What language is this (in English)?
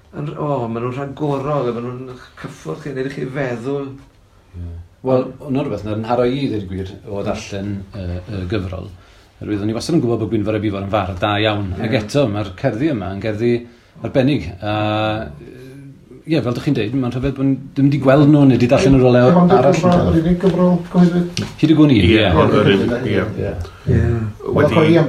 Welsh